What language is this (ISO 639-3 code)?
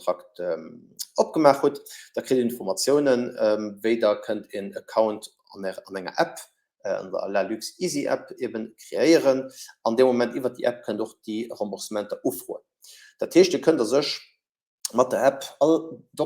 ltz